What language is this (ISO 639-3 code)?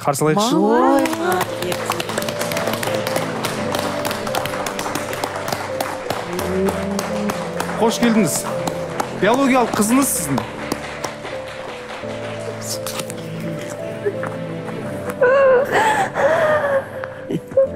kaz